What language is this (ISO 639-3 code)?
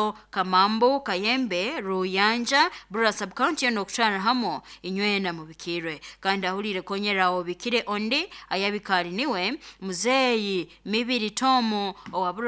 nyo